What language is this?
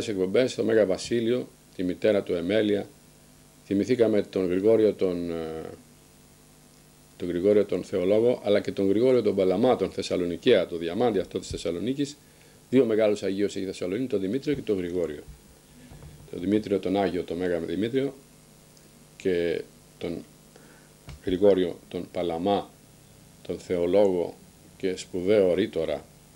Greek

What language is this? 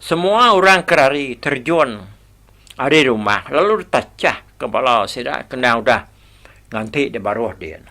Iban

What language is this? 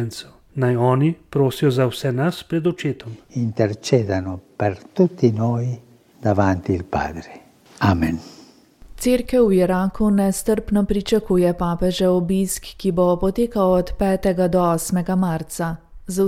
Slovenian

